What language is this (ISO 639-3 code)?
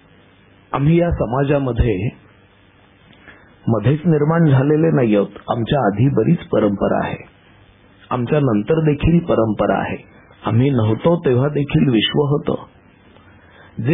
mar